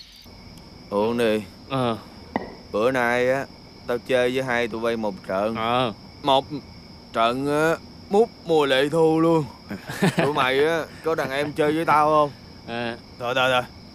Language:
Vietnamese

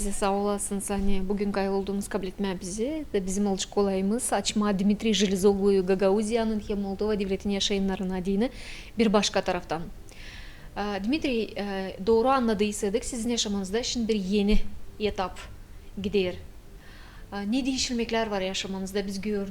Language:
Gagauz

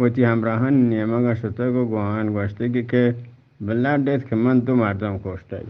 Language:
Eastern Balochi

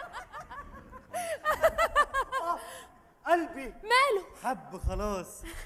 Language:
Egyptian Arabic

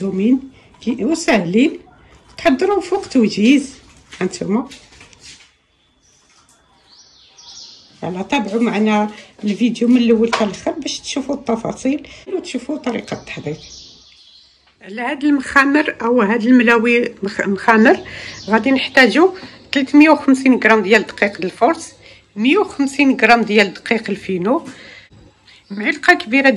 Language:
Moroccan Arabic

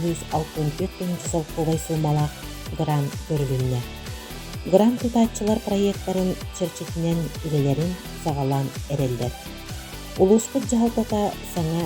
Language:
Yakut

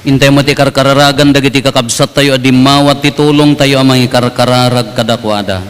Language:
Iloko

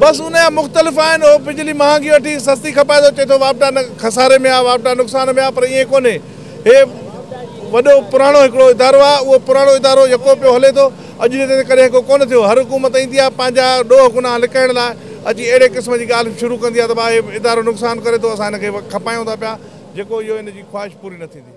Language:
Sindhi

